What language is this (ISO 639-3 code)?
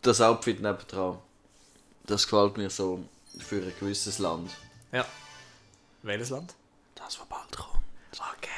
gsw